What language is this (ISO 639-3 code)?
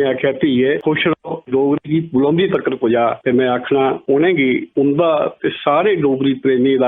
doi